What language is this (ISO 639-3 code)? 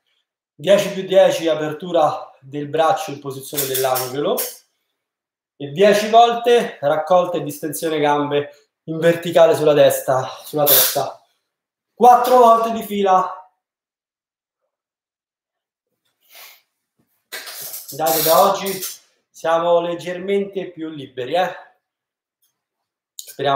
ita